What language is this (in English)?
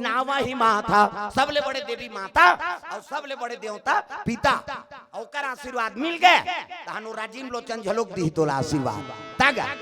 Chhattisgarhi